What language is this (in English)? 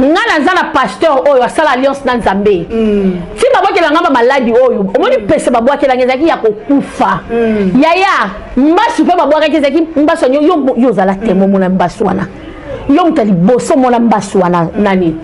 Lingala